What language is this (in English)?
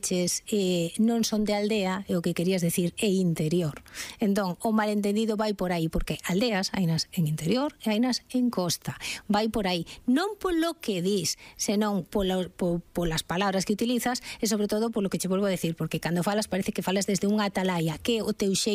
Galician